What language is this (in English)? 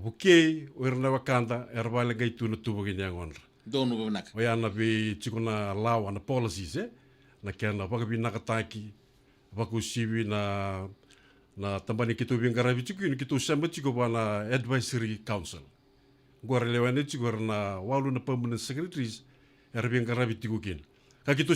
Fijian